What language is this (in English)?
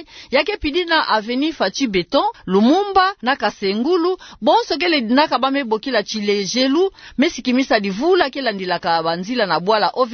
Kituba (Democratic Republic of Congo)